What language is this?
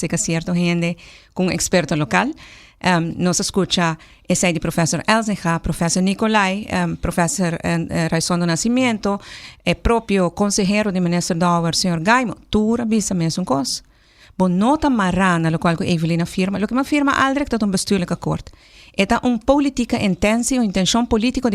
Papiamento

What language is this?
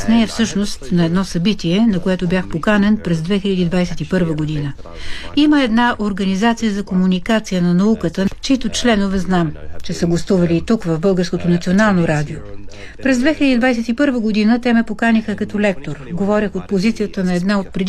Bulgarian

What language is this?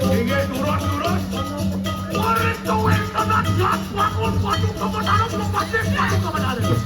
Balinese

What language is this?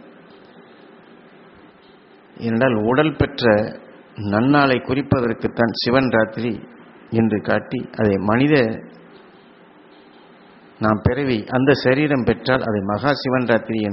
Tamil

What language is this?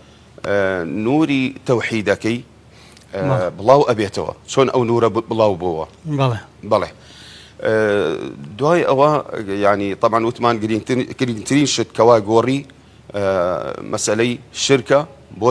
Central Kurdish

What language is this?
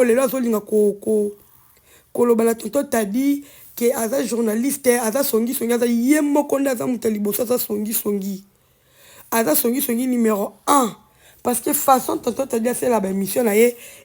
Lingala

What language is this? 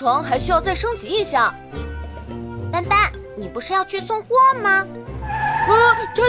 Chinese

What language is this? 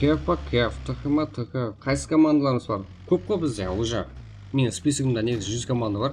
Kara-Kalpak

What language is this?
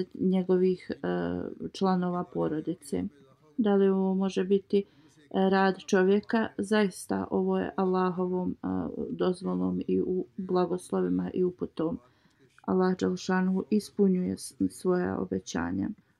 Bosnian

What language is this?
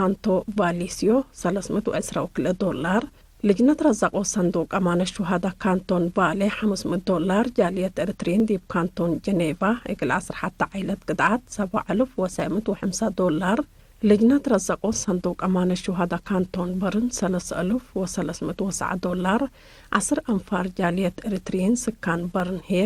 Tigre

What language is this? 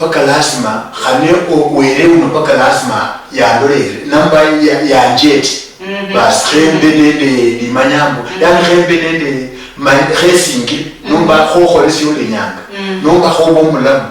Luyia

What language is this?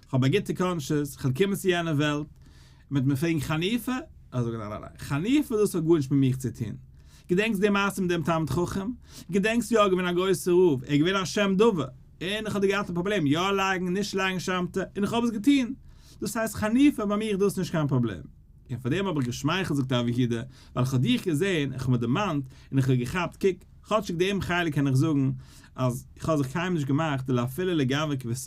Yiddish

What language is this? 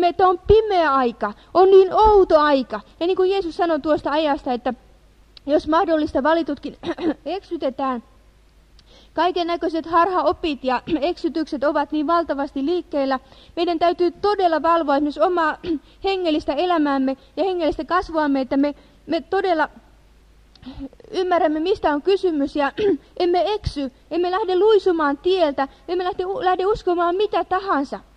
Finnish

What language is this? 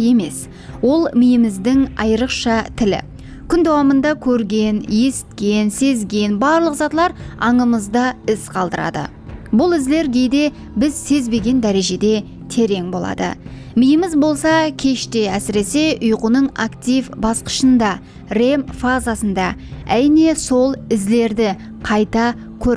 Kara-Kalpak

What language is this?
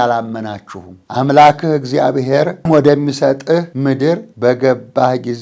Amharic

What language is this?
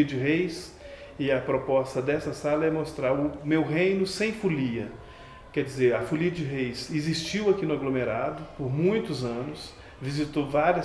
Portuguese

